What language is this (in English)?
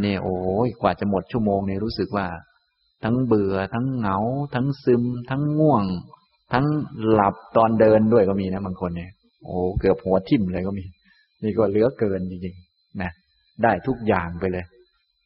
Thai